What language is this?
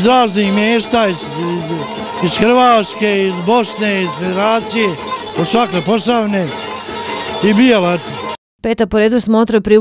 Bosnian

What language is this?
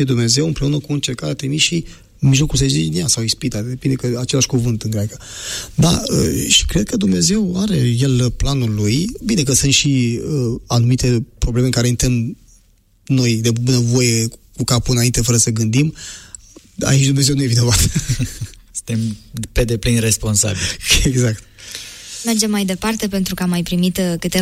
Romanian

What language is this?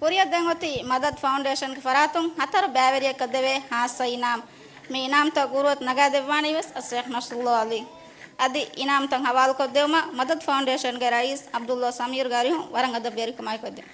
Divehi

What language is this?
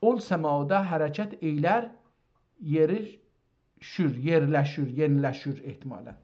South Azerbaijani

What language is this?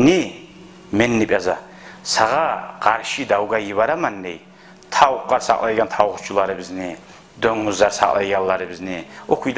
Kumyk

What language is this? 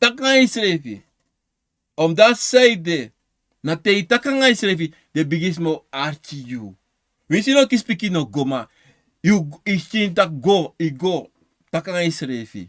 Sranan Tongo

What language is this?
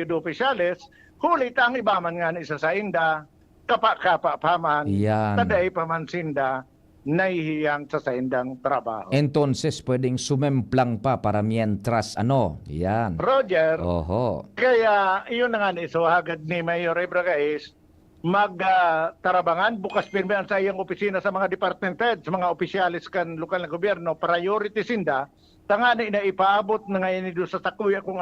Bikol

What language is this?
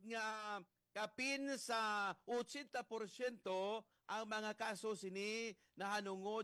Hiligaynon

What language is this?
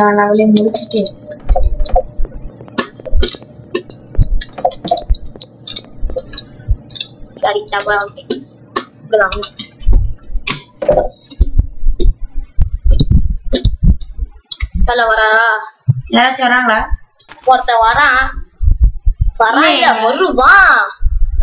Tamil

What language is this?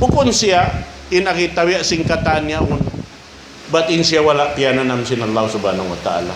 Tausug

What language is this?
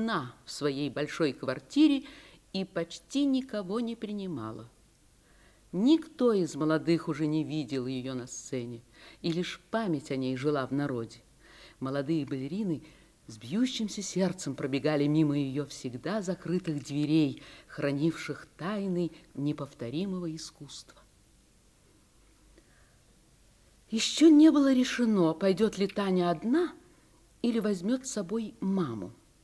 Russian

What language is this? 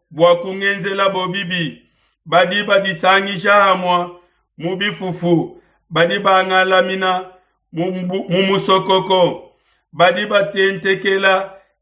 Luba-Lulua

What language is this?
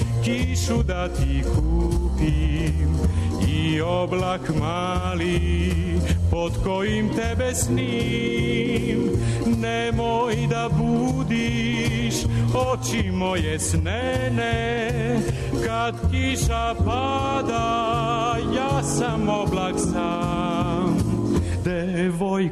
Serbian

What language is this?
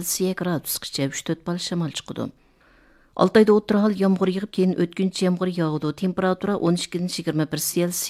Uyghur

